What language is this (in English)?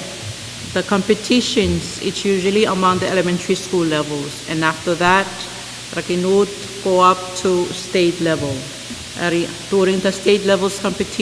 Pohnpeian